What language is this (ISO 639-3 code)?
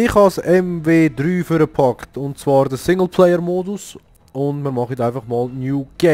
gsw